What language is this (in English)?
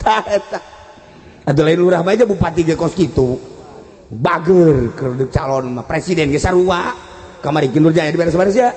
Sundanese